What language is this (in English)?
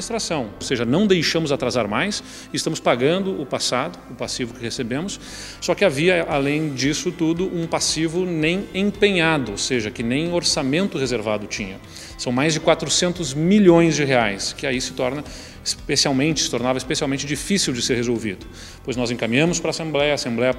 Portuguese